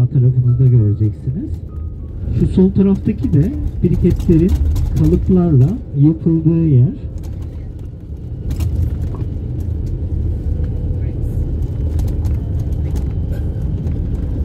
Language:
Turkish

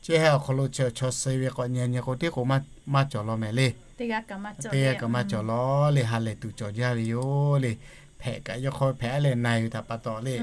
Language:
Lahu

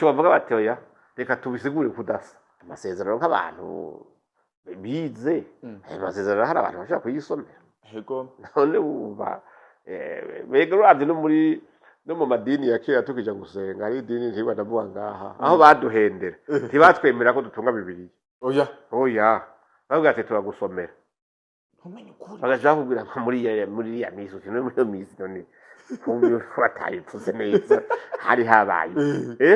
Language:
Rundi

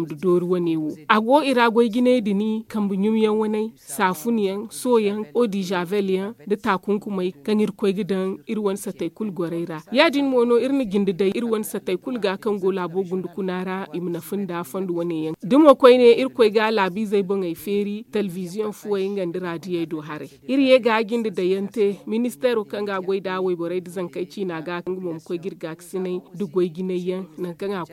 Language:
Zarma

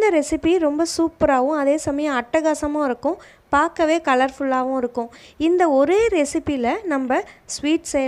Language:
Tamil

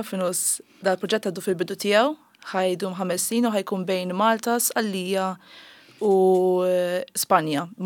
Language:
Maltese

